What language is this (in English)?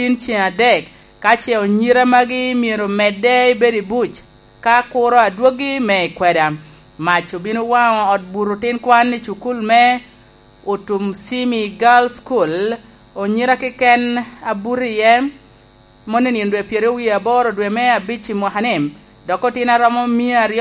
Lango (Uganda)